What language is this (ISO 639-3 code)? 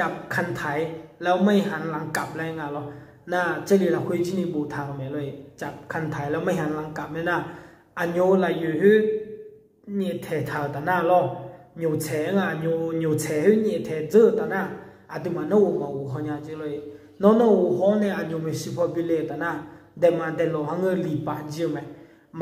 ahk